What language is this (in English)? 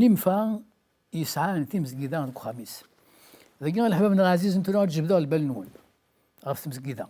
Kabyle